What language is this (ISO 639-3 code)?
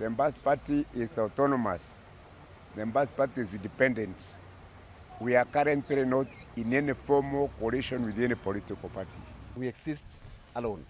mer